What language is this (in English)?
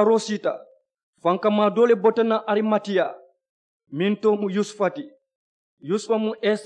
Mandingo